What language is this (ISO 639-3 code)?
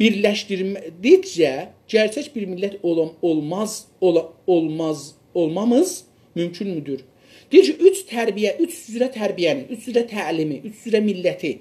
azb